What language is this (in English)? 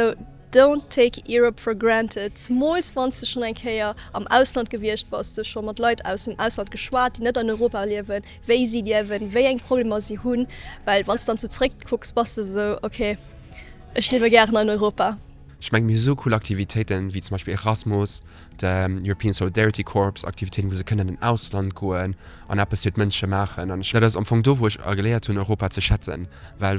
Luxembourgish